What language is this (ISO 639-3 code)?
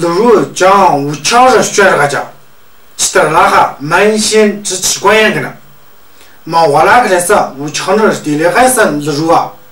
mjg